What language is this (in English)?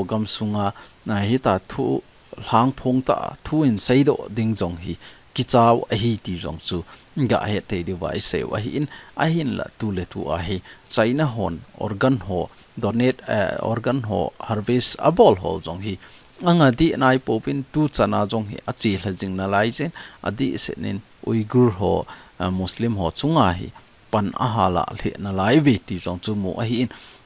Thado Chin